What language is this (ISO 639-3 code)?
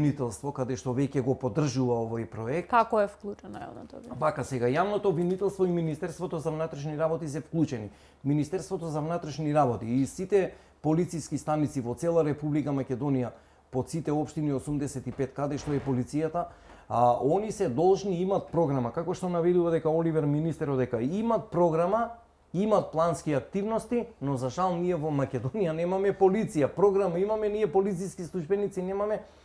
mkd